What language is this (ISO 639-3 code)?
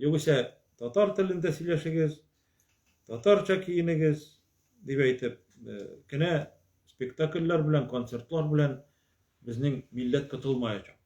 tat